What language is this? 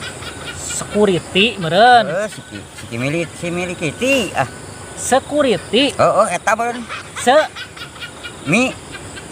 Sundanese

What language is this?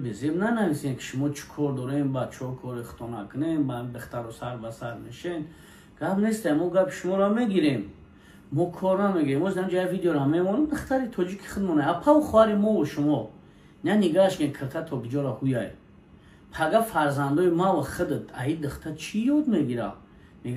Tajik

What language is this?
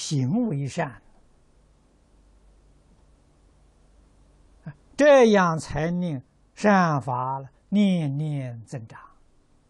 Chinese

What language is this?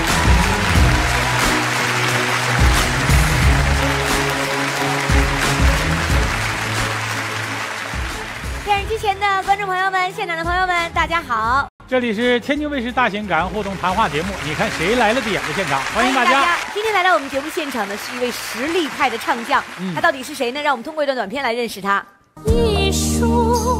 Chinese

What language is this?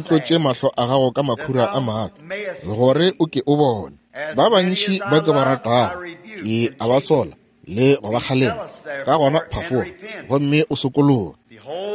Northern Sotho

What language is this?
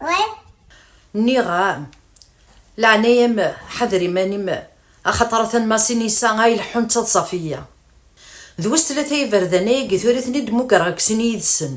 Kabyle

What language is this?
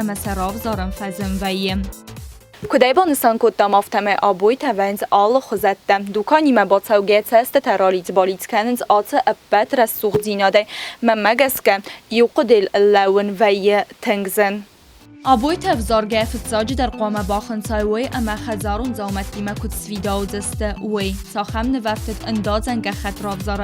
Ossetic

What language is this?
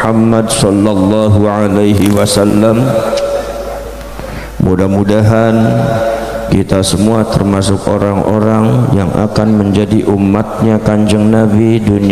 Indonesian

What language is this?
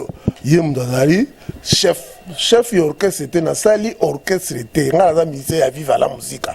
Lingala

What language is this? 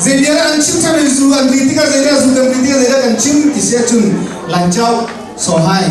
Hakha Chin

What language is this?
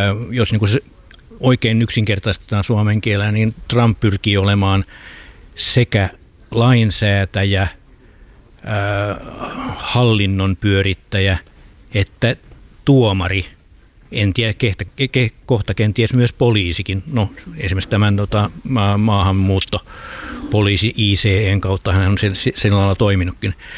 Finnish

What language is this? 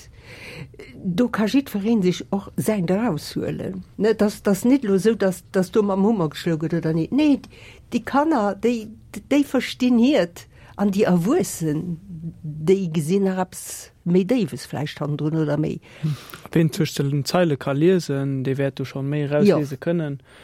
Luxembourgish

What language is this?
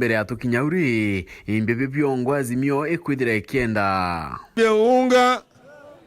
Meru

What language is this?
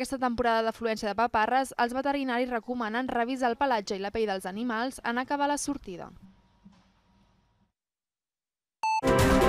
Catalan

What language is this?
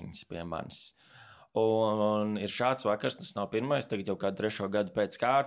Latvian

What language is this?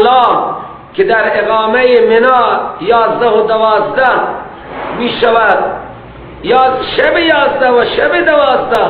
Persian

